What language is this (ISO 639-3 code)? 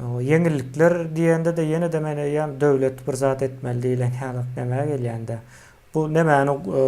tuk